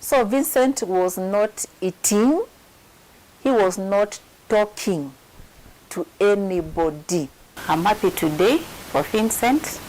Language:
Kamba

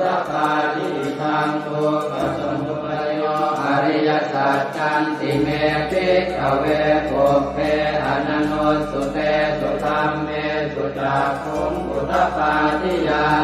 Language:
Pali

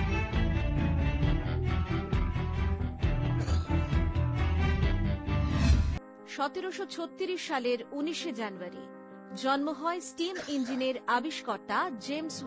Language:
Bangla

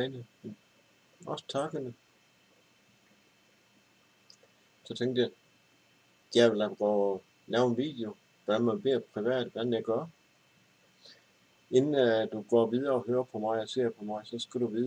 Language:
Danish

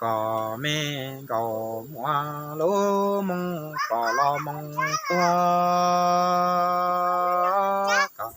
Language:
Hmong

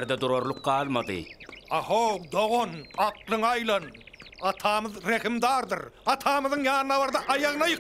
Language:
Turkmen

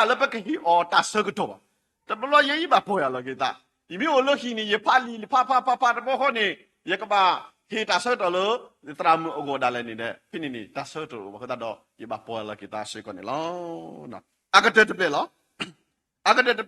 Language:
S'gaw Karen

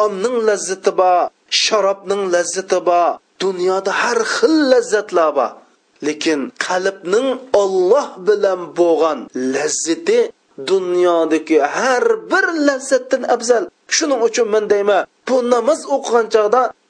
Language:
Uyghur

